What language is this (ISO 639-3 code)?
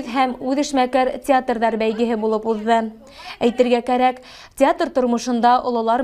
bak